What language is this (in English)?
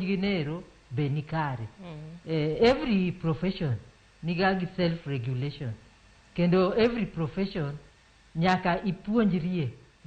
Luo (Kenya and Tanzania)